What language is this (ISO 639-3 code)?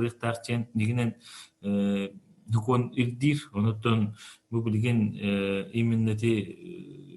sah